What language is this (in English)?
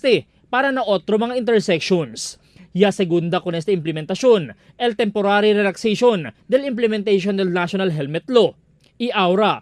Chavacano